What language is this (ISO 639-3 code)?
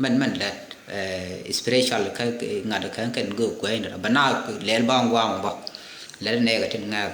nus